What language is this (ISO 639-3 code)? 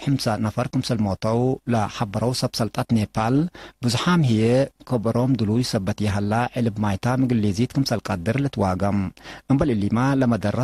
tig